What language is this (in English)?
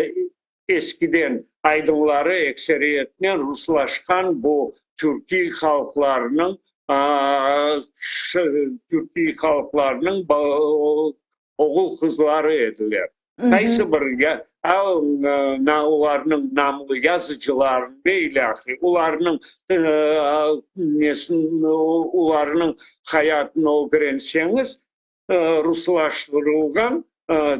Crimean Tatar